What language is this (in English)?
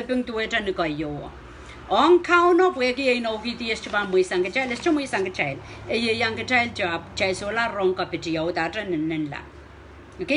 Pohnpeian